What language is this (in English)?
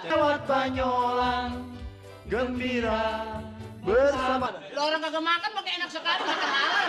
Betawi